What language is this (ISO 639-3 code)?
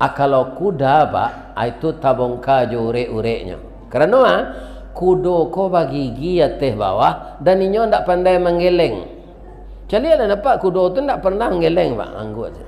min